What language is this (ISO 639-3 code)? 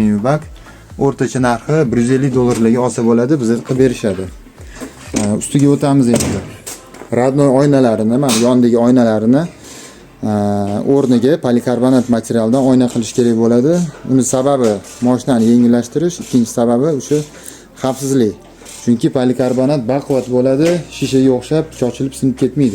uzb